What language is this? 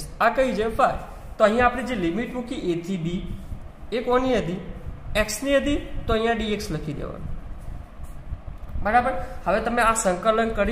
Gujarati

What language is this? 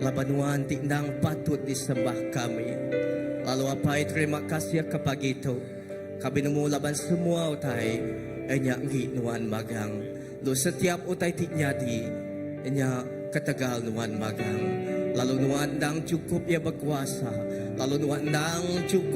Iban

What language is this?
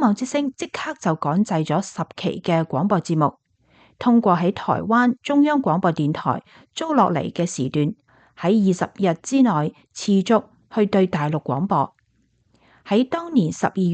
Cantonese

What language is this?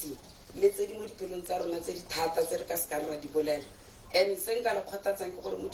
Tswana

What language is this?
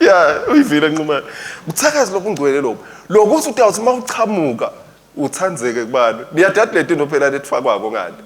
Swati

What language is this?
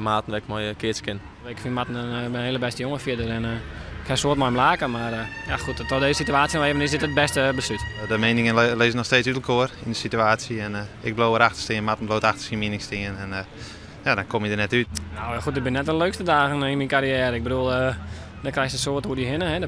Western Frisian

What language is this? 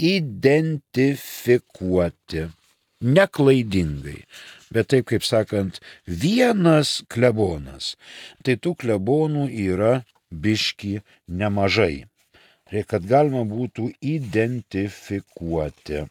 Lithuanian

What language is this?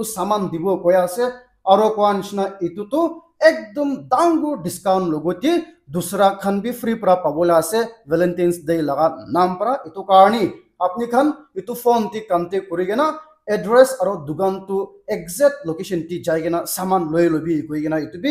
Naga Pidgin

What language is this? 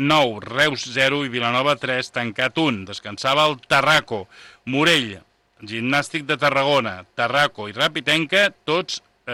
Catalan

